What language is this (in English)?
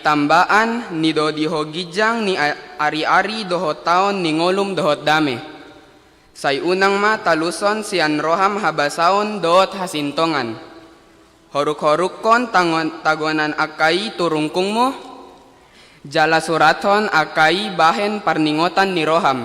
Batak Toba